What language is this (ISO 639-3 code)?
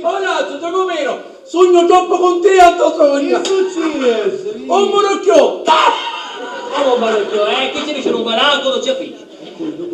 scn